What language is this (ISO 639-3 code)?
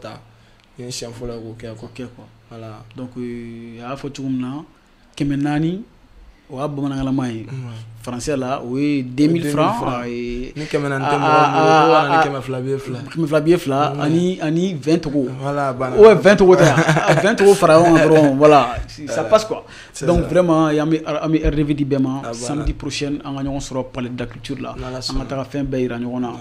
bam